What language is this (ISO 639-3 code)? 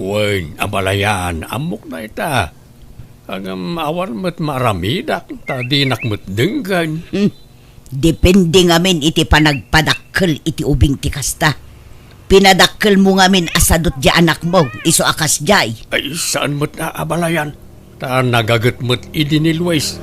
ilo